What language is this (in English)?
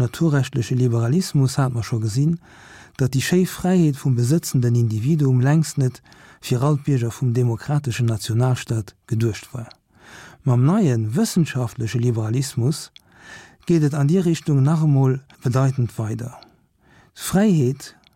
Luxembourgish